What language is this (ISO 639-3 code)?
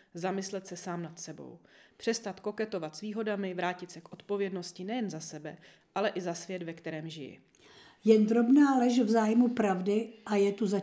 ces